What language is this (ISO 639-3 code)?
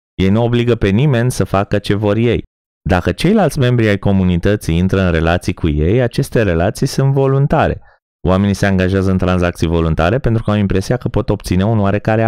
ron